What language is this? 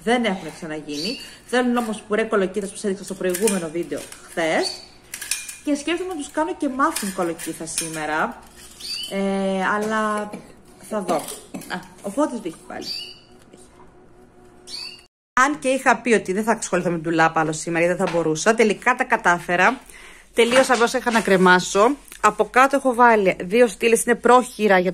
Greek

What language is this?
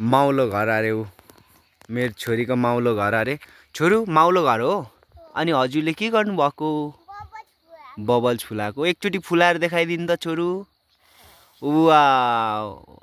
Nepali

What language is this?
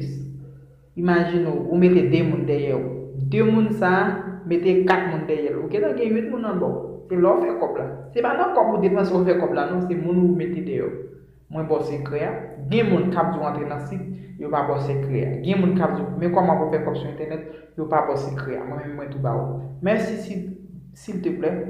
Haitian Creole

